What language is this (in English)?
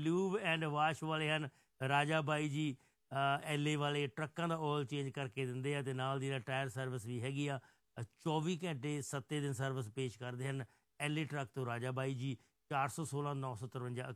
Punjabi